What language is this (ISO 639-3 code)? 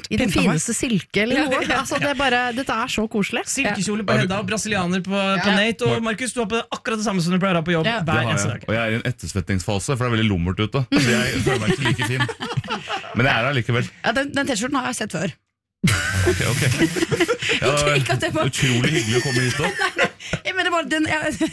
nor